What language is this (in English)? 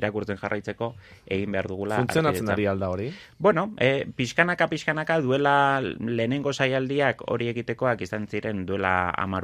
Basque